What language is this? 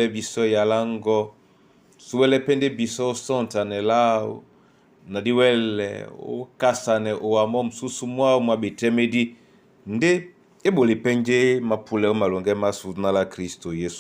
Duala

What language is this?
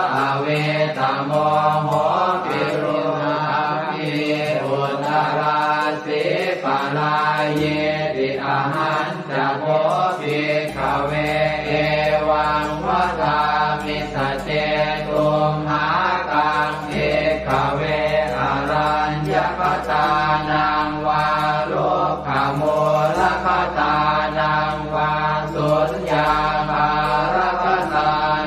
Pali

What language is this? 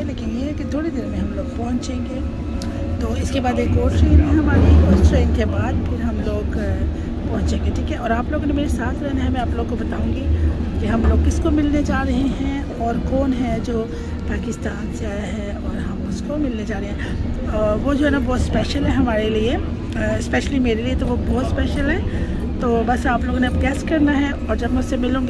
Hindi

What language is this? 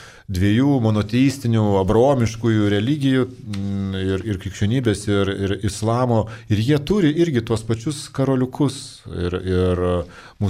Lithuanian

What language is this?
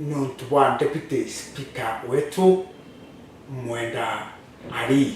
Meru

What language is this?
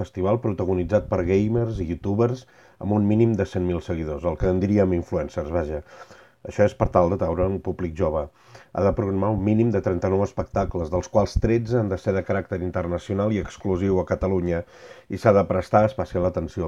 Catalan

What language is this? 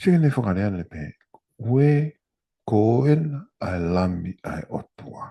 Tongan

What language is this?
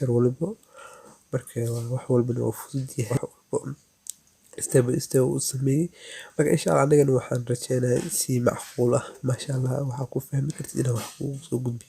Somali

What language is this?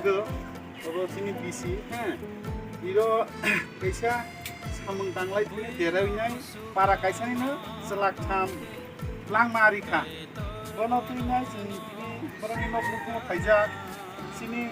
Kok Borok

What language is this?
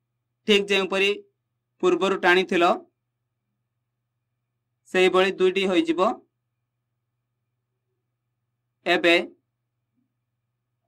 Odia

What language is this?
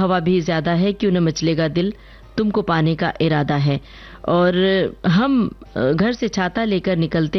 Hindi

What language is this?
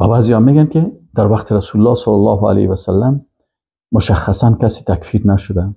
Persian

